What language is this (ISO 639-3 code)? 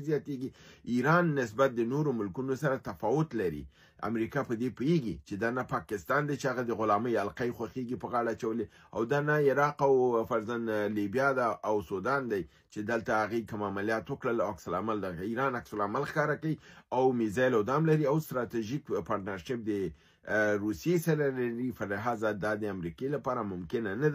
pus